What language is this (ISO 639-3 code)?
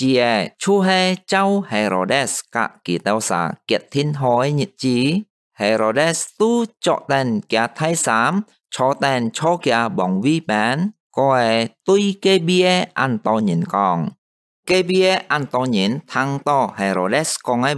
hak